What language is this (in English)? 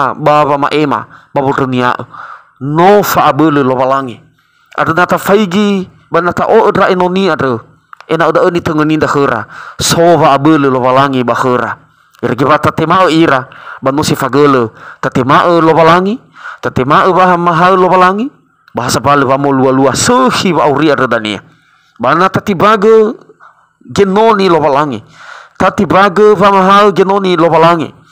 Nias